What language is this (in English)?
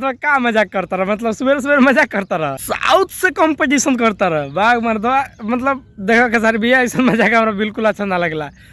Bhojpuri